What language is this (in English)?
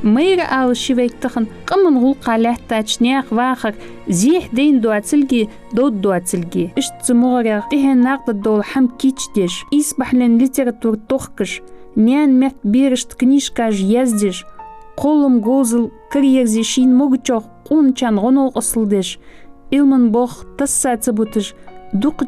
Ingush